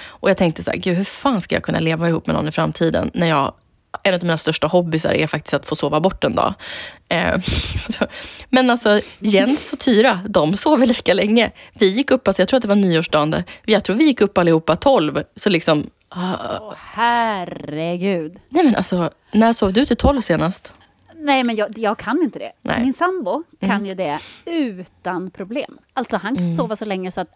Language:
Swedish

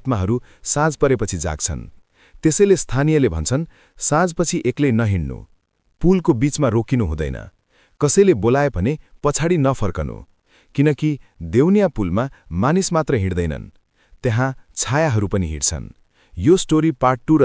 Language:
Nepali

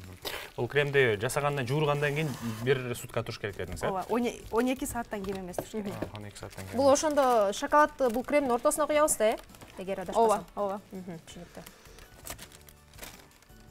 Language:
Kyrgyz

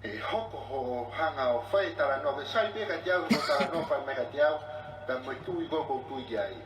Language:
Tongan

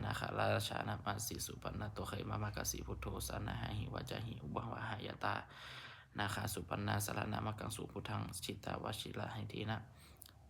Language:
Pali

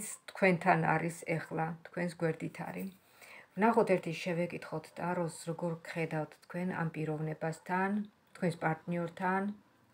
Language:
Georgian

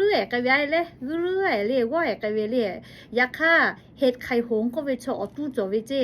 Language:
Lahu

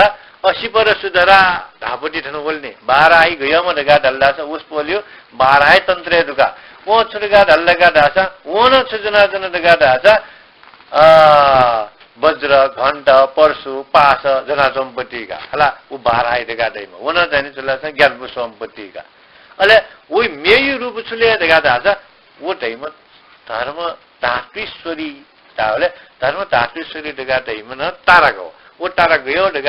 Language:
Newari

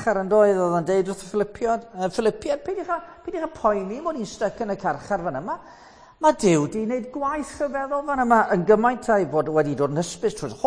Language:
Welsh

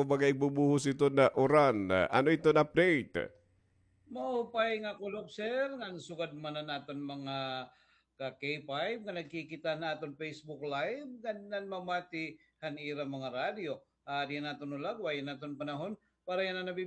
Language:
Waray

